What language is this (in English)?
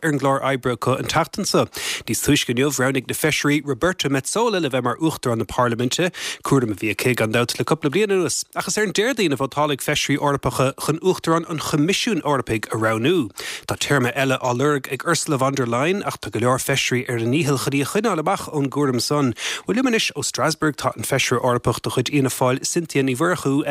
Irish